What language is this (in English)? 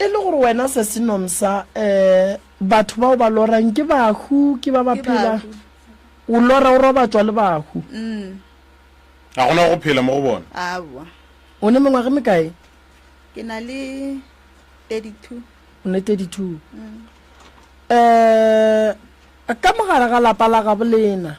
Northern Sotho